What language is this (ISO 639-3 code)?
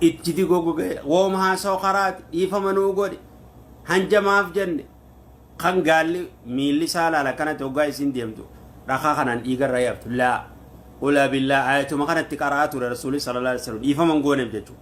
orm